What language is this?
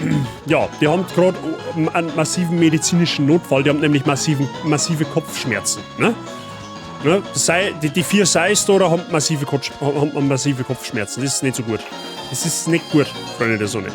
Bavarian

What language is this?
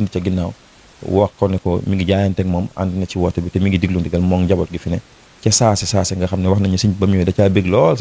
Wolof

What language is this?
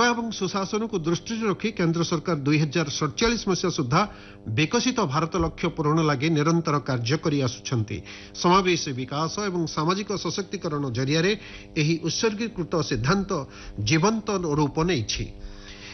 Odia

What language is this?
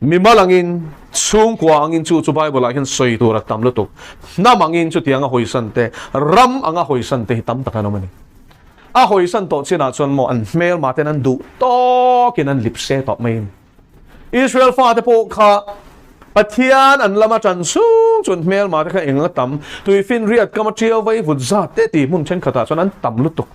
Mizo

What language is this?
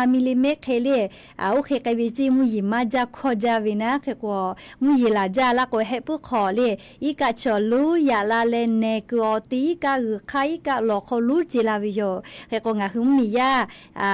Lahu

